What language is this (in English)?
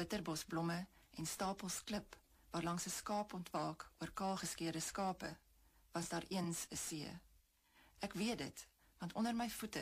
Afrikaans